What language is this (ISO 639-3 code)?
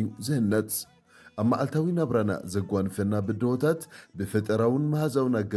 tir